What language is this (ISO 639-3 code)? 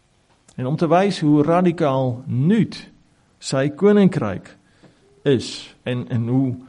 afr